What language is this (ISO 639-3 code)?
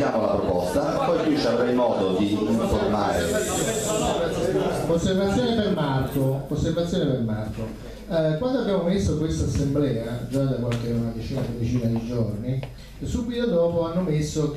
ita